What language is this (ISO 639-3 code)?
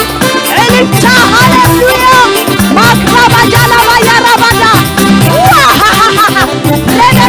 tir